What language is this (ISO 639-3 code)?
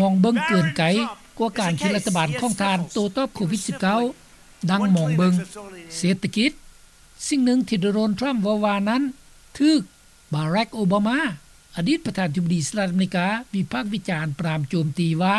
lao